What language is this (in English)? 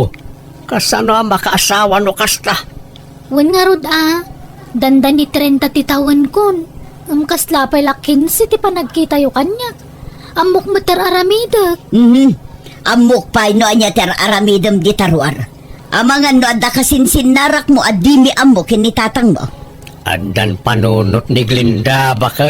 Iloko